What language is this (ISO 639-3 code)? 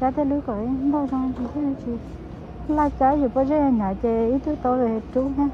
hmn